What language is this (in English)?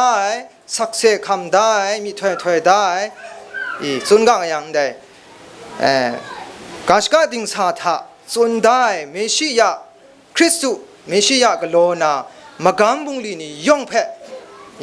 Kachin